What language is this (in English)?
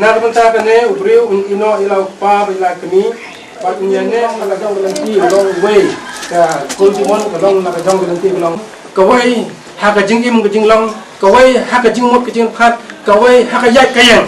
Khasi